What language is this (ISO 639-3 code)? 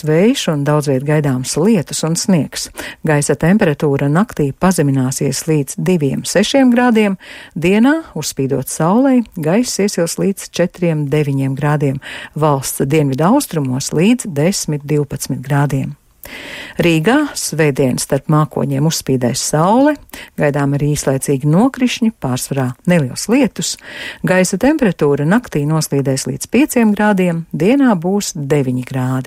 lav